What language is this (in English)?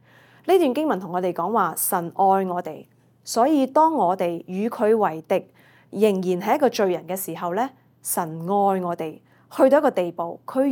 Cantonese